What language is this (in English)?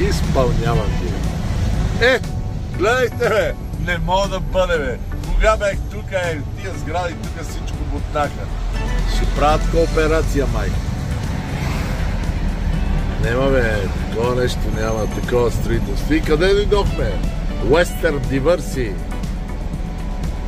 Bulgarian